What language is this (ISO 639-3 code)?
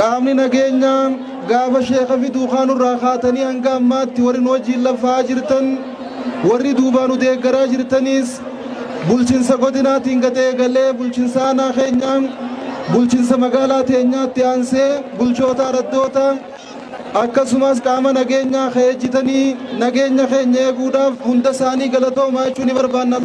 orm